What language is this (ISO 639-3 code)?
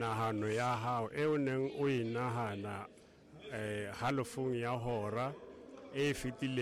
sot